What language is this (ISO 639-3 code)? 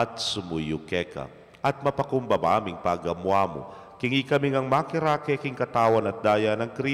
pam